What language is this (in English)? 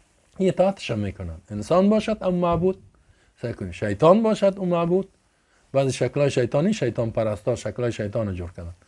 Persian